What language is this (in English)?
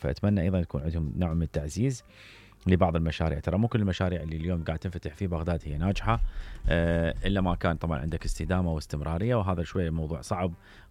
Mesopotamian Arabic